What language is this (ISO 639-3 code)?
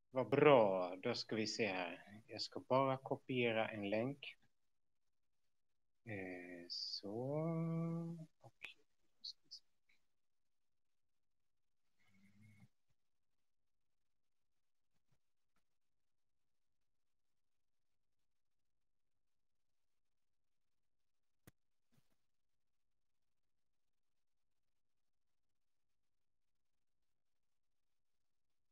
swe